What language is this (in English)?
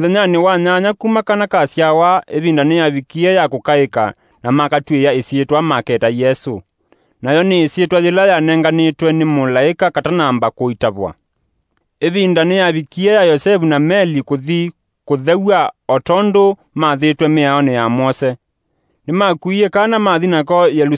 Kamba